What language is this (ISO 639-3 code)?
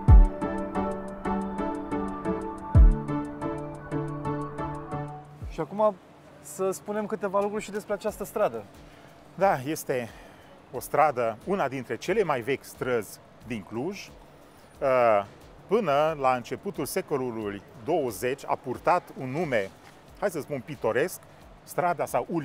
ron